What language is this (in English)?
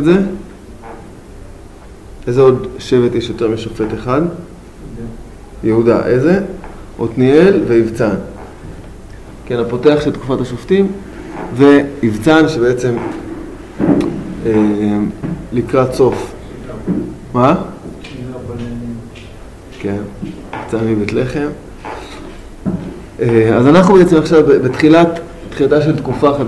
Hebrew